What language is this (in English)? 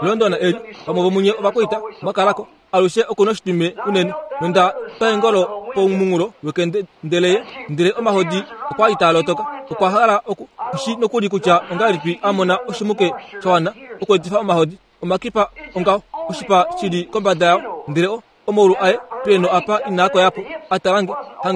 Kuanyama